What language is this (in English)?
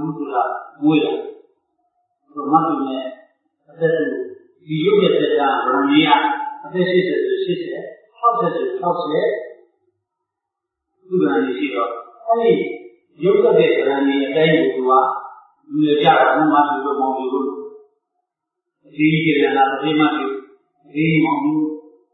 Burmese